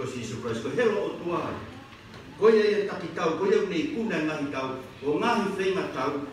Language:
Tongan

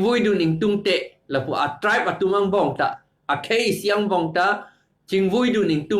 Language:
Karbi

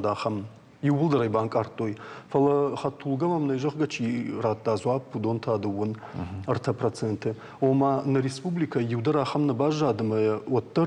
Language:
Ossetic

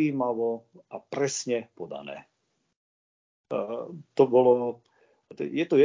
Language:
Slovak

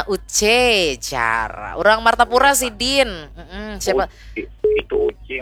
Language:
Banjar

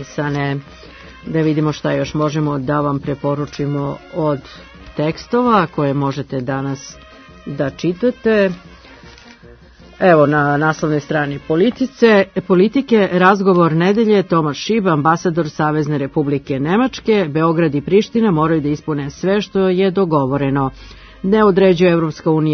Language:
Serbian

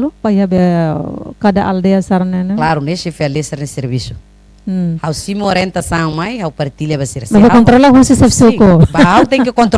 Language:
Tetum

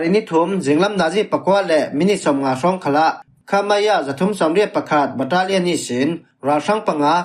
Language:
Falam Chin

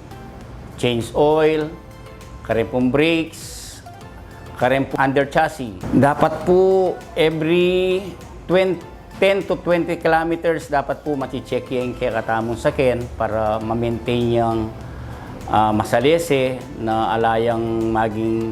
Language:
Pampanga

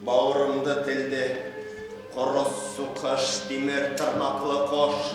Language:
Bashkir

